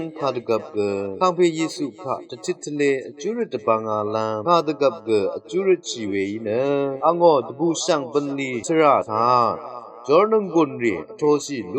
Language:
Rawang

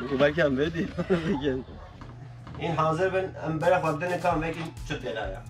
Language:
Kurdish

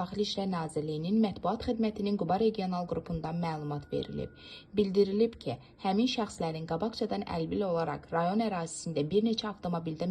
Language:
Azerbaijani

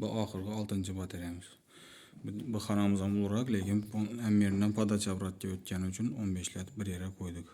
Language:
Uzbek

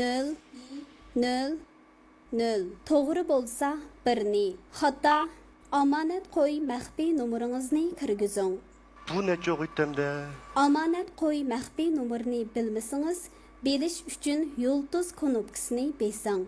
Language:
Uyghur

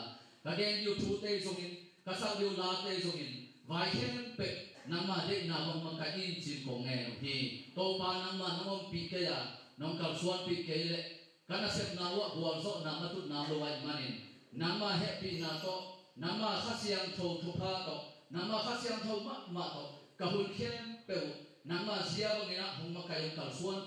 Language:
Tedim Chin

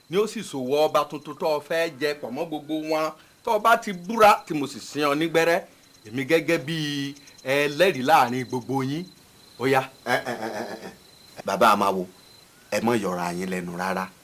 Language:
Yoruba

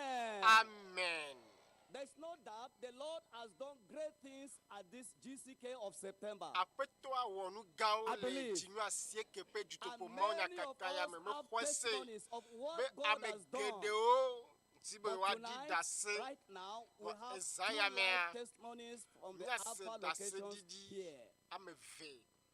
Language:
Ewe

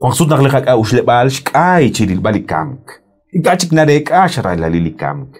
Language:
Kekchí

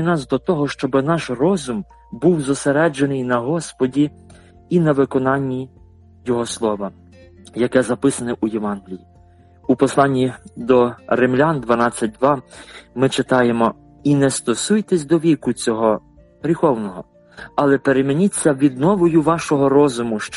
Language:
Ukrainian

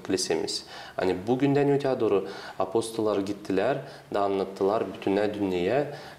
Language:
Gagauz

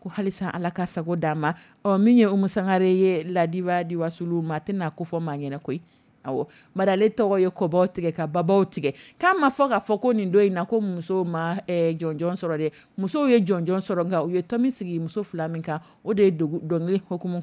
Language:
Dyula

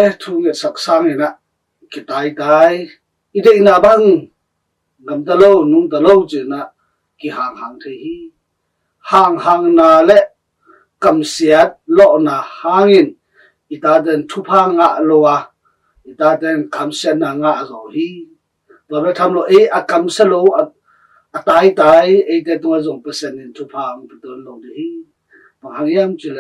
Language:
Tedim Chin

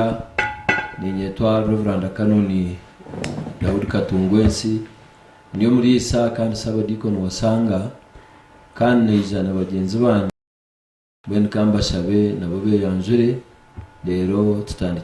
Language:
Nyankole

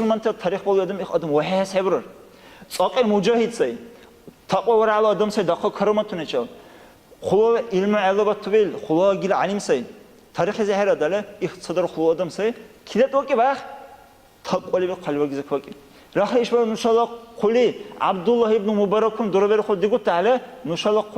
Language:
Dargwa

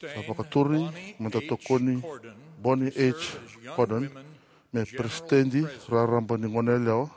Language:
Fijian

